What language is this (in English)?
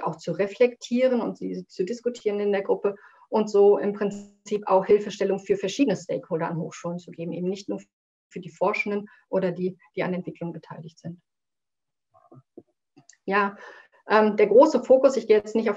German